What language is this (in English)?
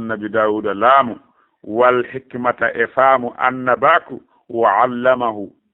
Fula